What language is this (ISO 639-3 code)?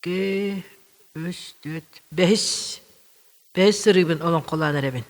sah